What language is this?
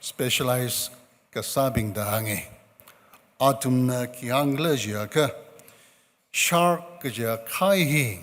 Tangkhul Naga (India)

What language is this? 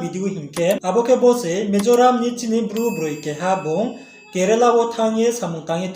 Riang (India)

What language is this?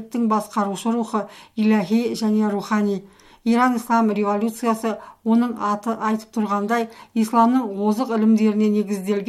Kazakh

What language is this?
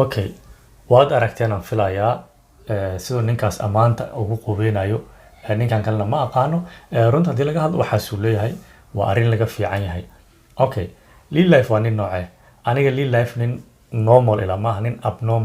Somali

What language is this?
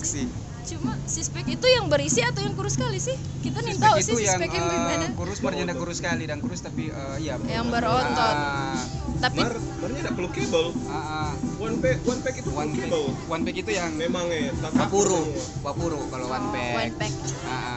Manado Malay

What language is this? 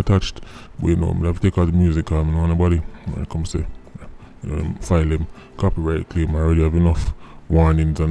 Jamaican Creole English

